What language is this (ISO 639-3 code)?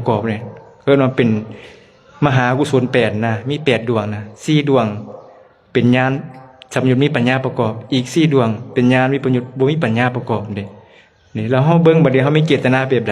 lao